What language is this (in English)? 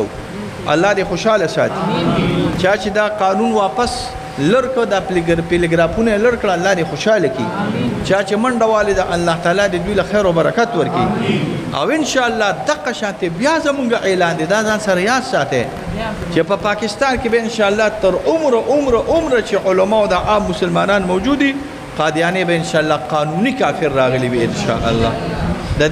Pashto